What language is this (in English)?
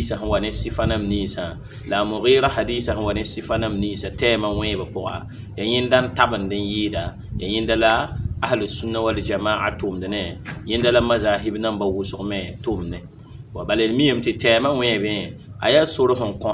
Mossi